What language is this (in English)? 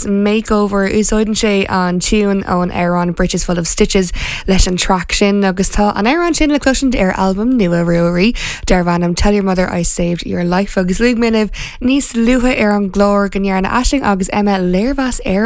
Irish